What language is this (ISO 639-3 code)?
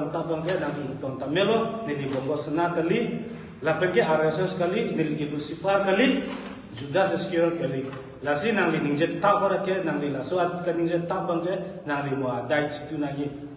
mjw